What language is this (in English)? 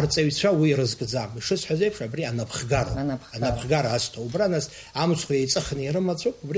Abkhazian